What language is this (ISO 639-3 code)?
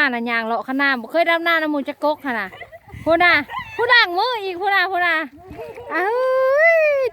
tts